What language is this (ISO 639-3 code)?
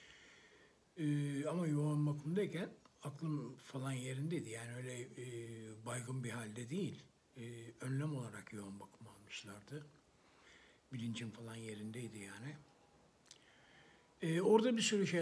tur